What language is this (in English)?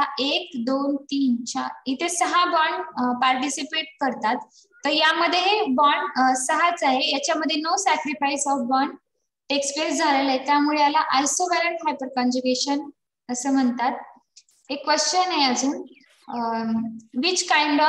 Marathi